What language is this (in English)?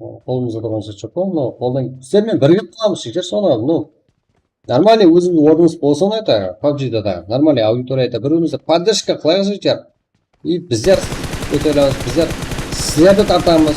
Kara-Kalpak